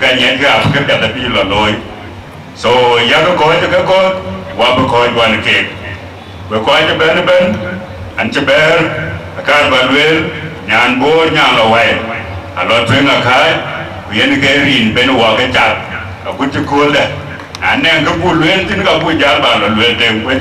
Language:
Dinka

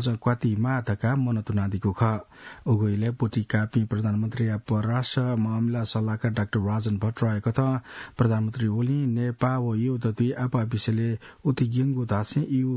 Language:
Newari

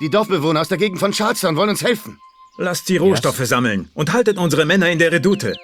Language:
Bavarian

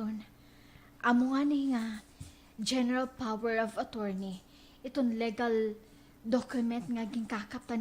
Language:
Waray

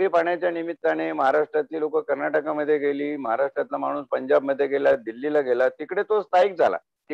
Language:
Marathi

